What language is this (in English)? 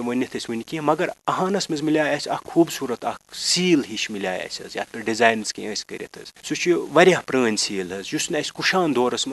Kashmiri